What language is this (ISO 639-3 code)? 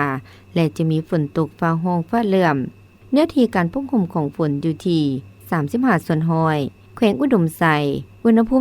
lao